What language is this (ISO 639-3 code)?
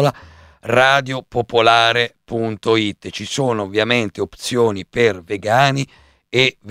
ita